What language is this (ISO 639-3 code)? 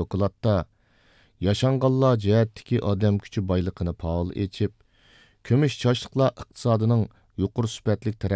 uig